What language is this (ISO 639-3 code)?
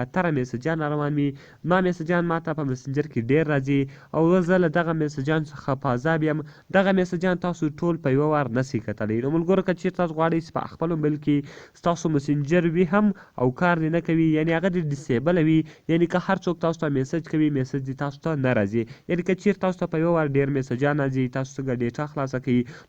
pus